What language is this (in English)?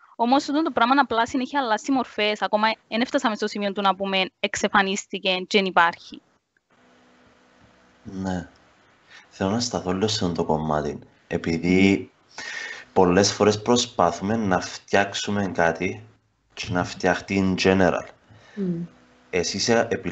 Greek